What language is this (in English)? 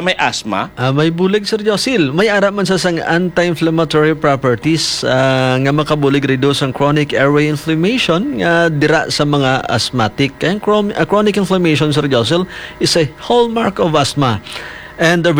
Hiligaynon